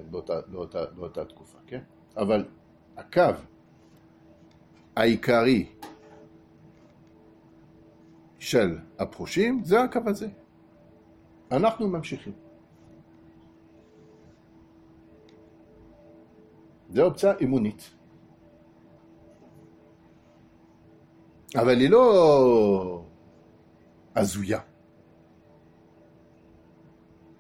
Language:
Hebrew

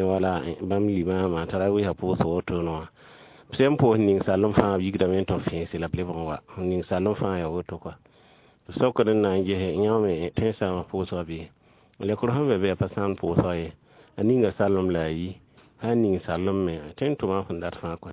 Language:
Mossi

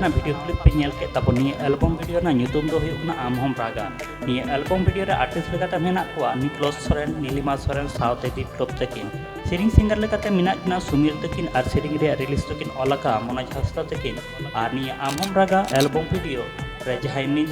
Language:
Santali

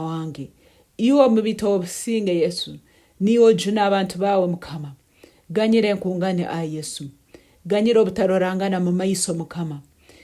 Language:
Nyankole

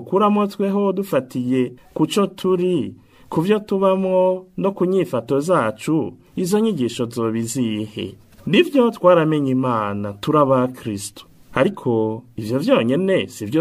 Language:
Rundi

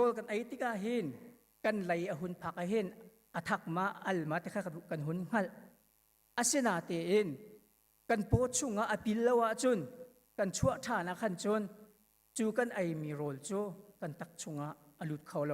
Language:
Hakha Chin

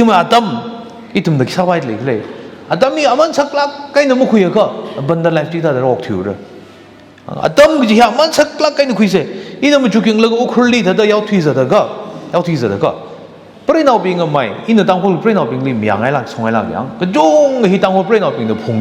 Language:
Tangkhul Naga (India)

